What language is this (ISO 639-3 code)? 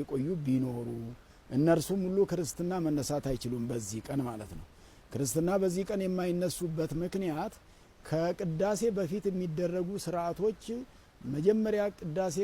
amh